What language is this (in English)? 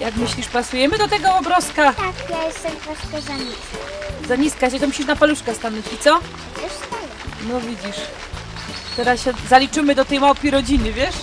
Silesian